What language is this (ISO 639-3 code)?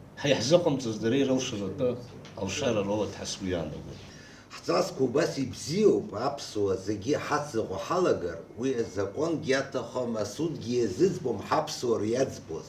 abk